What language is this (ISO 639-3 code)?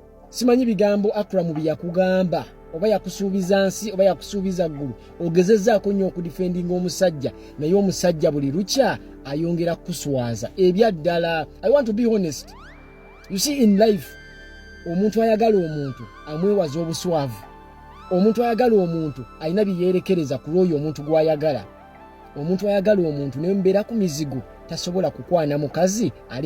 lug